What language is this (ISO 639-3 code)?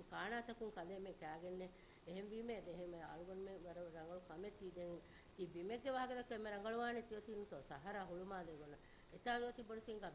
div